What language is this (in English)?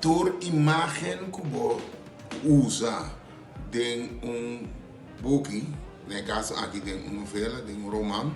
Papiamento